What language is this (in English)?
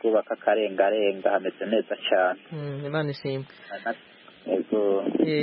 Kinyarwanda